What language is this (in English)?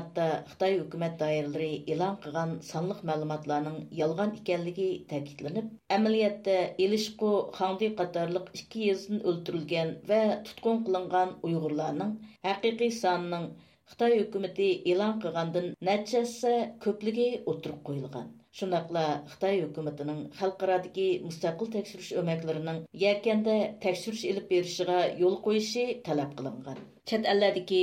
Uyghur